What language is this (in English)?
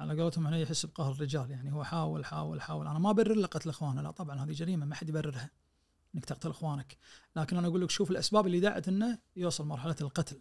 Najdi Arabic